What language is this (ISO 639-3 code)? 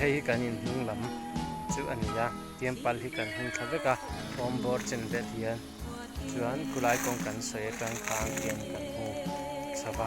lus